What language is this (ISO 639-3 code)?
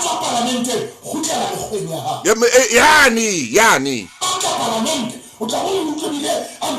sot